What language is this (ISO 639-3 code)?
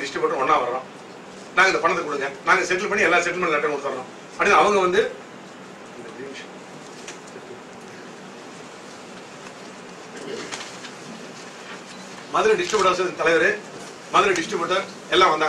tam